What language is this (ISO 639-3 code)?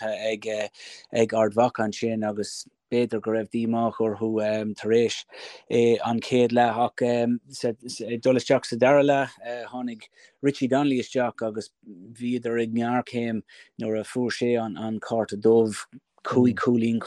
gle